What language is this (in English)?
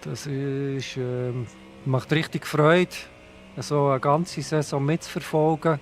Swiss German